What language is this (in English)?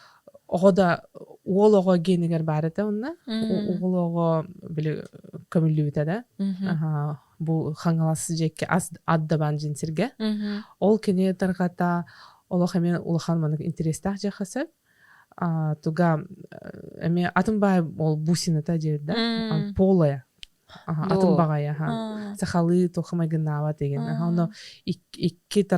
Yakut